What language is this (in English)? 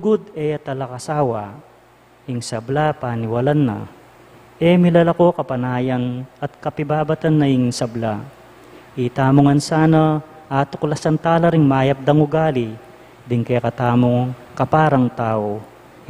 Pampanga